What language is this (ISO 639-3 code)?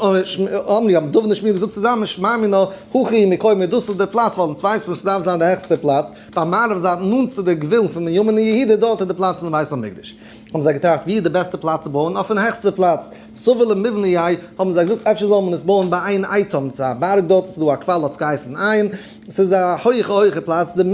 yid